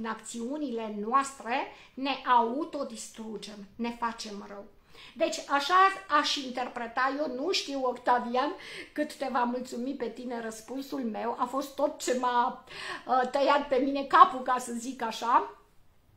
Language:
Romanian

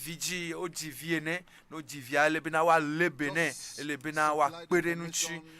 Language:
Ewe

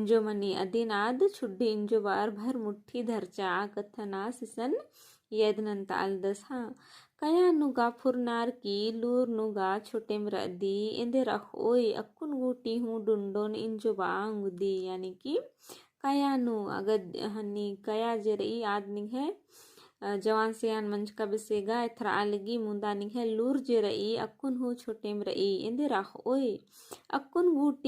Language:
Kurukh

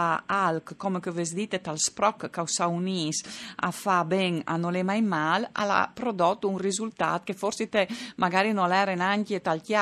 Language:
Friulian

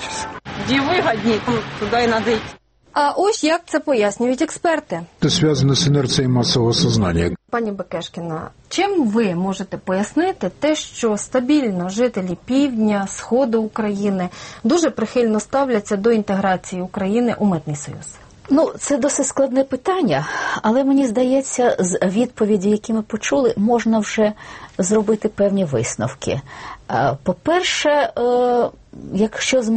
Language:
Ukrainian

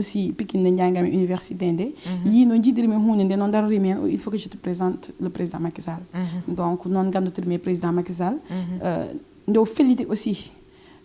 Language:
Fula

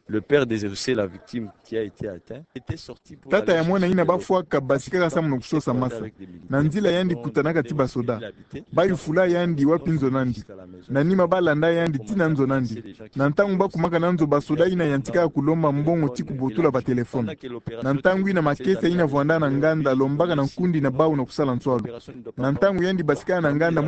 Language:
Kituba (Democratic Republic of Congo)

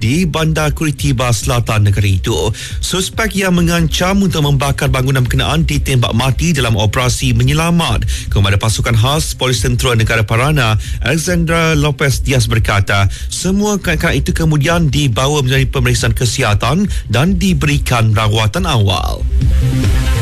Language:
Malay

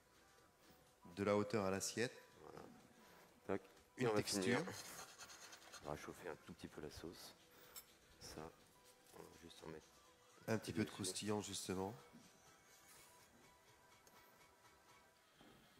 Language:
French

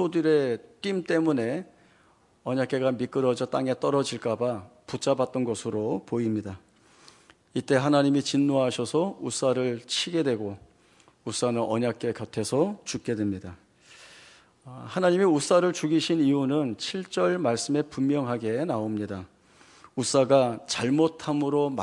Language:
Korean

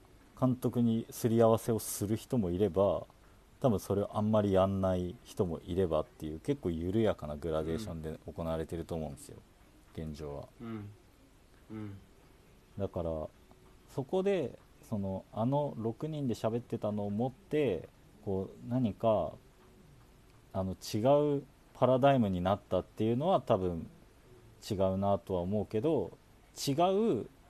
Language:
Japanese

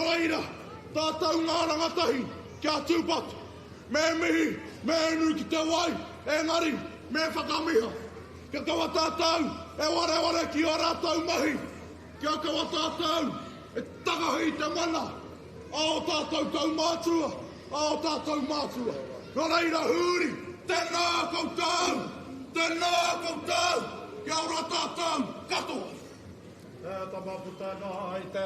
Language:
Māori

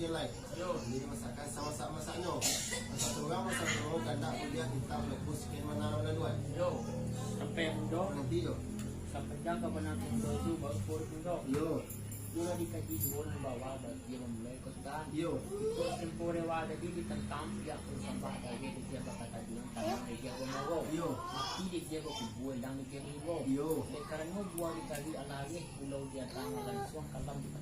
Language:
Minangkabau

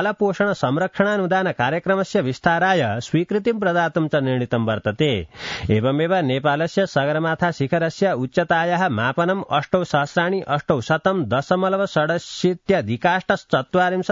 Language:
Sanskrit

